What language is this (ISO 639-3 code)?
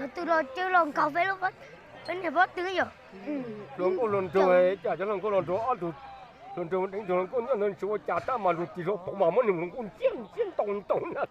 hmn